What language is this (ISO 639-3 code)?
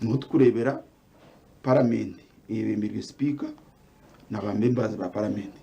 nyn